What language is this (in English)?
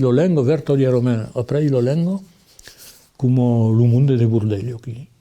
Occitan